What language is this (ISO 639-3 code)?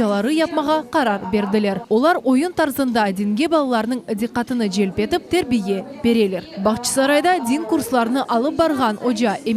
crh